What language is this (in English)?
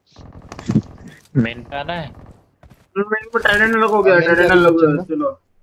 Hindi